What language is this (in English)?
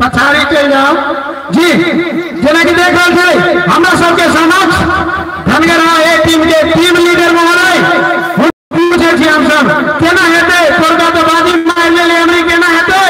Maithili